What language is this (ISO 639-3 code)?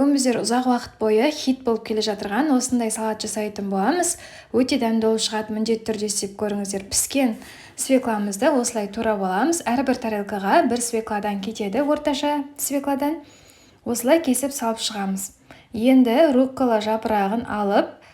kaz